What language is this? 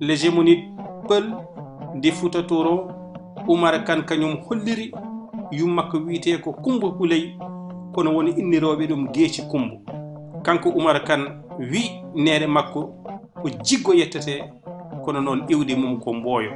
Fula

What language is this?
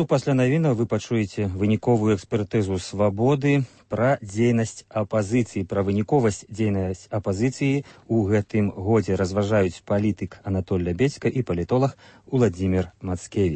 Belarusian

